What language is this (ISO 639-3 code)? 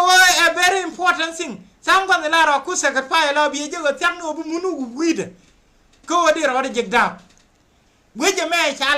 nus